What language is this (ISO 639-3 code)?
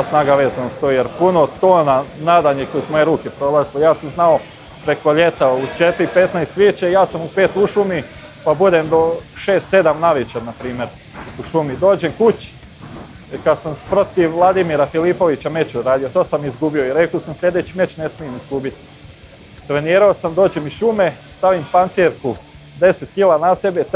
hrv